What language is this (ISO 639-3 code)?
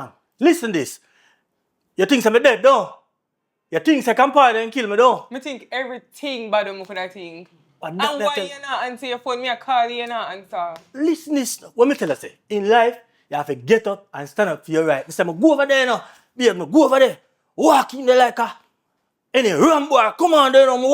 jam